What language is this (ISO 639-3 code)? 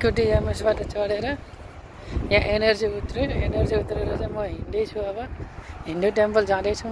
nep